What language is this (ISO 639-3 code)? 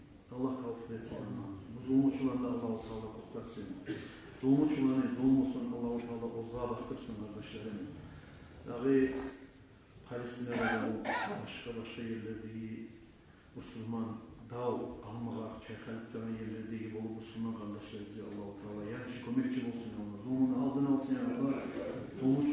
kum